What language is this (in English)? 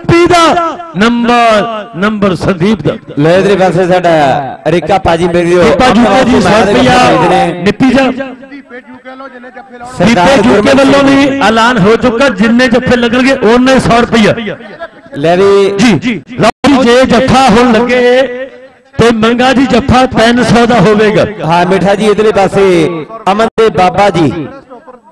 Punjabi